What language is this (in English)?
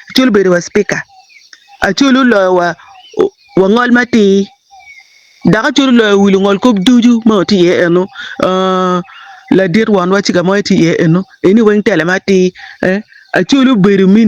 Acoli